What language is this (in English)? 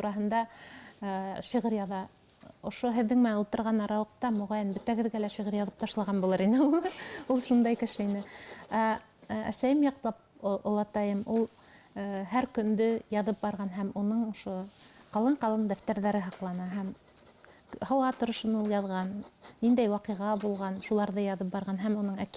Bashkir